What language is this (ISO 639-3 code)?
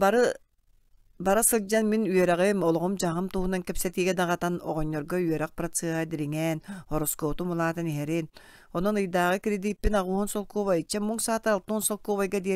sah